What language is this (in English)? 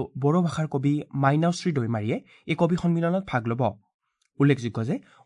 Assamese